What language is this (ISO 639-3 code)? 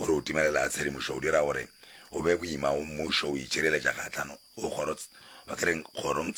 nso